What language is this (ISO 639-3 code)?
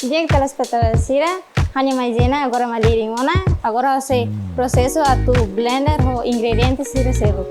tet